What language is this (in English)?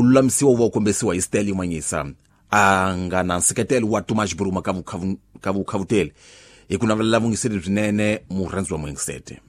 Tsonga